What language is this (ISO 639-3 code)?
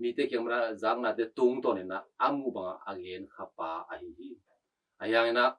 ctd